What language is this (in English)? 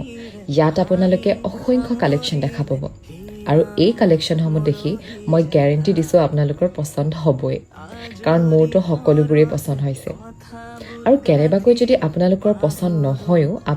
Assamese